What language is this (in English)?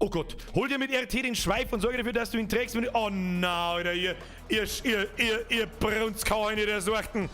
Bavarian